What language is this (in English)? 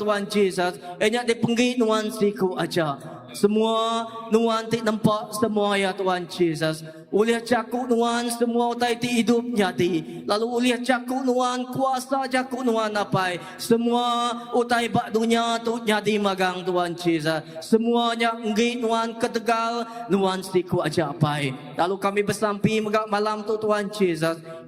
Iban